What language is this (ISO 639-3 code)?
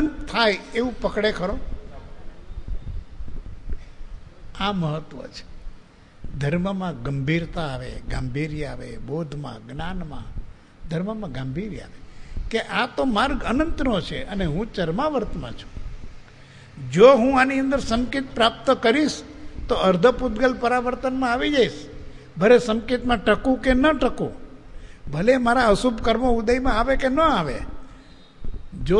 guj